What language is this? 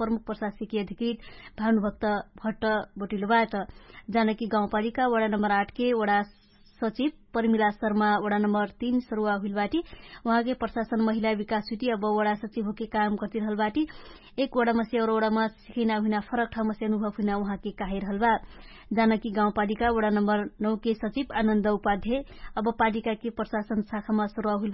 Dangaura Tharu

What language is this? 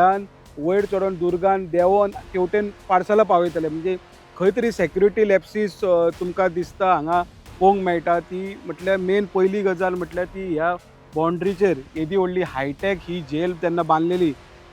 Konkani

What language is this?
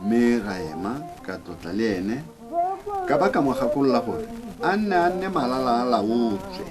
Tswana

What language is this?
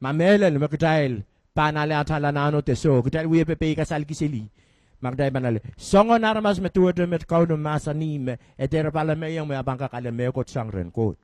Pohnpeian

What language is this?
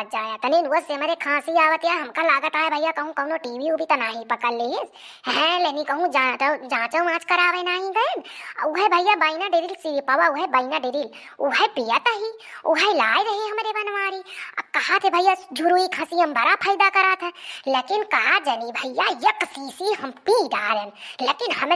Awadhi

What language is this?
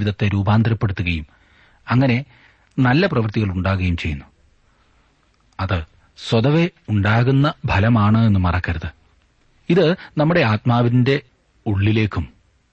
Malayalam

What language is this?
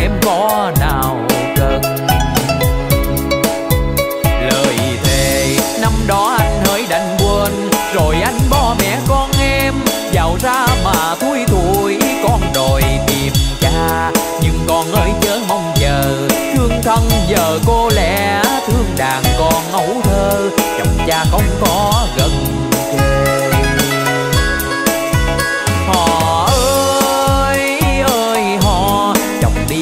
Vietnamese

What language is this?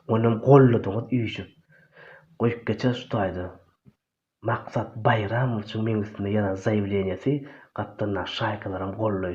Turkmen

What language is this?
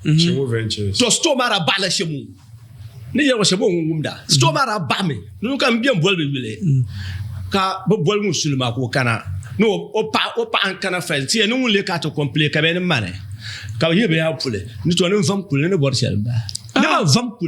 Dagbani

